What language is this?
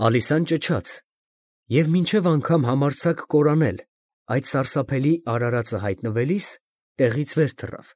Armenian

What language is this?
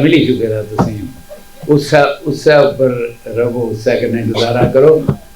Dogri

